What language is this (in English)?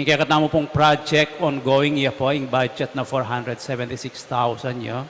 Pampanga